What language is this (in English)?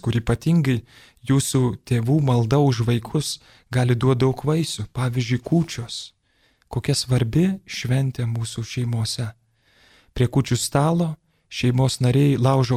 Lithuanian